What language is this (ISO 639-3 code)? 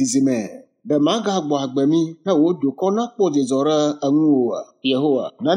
ewe